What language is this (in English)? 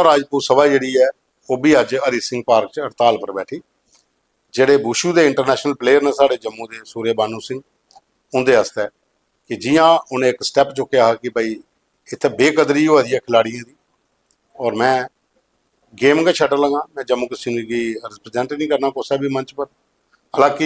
Dogri